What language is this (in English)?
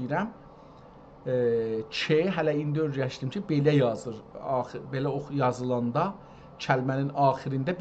South Azerbaijani